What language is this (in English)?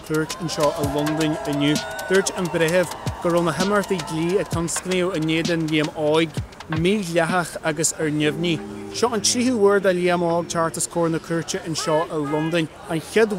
Irish